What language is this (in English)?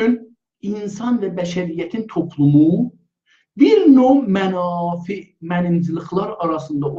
South Azerbaijani